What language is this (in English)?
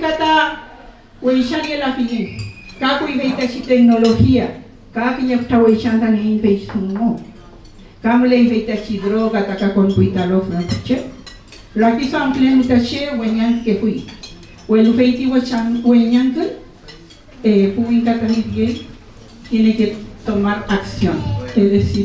Mapuche